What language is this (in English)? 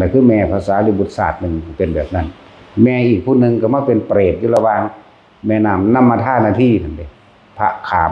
Lao